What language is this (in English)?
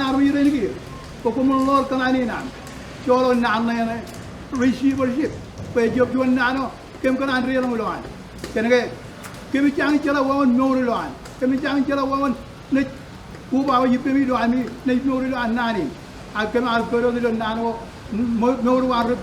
Marshallese